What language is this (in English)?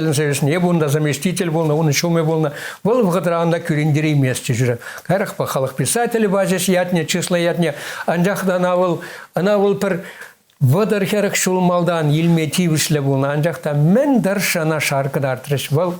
Chuvash